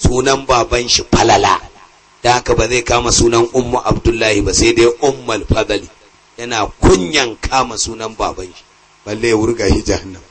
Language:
Hausa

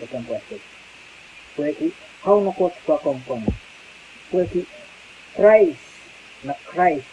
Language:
Pohnpeian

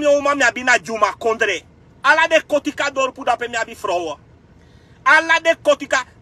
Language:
Sranan Tongo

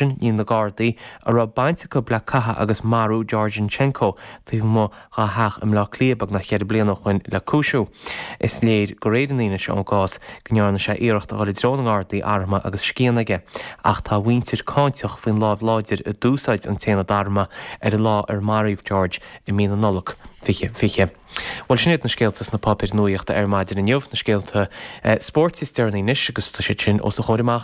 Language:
Irish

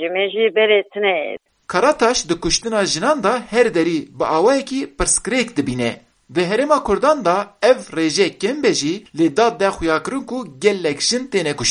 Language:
Kurdish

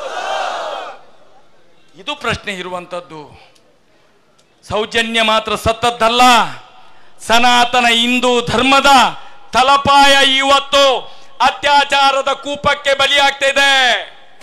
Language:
Kannada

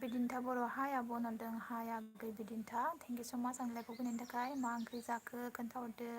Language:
Bodo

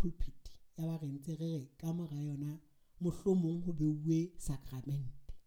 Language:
Southern Sotho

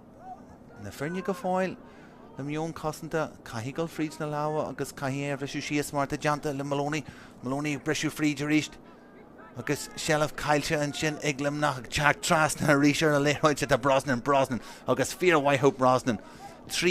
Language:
Irish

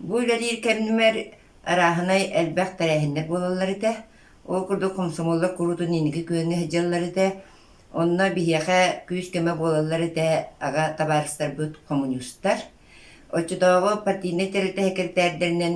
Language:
Yakut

